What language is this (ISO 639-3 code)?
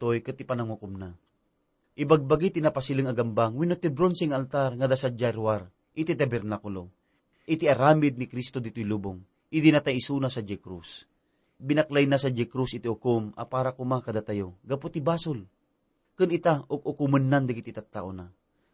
ilo